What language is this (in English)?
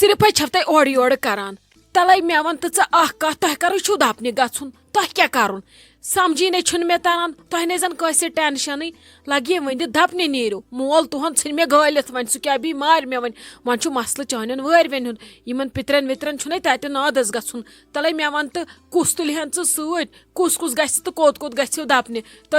Kashmiri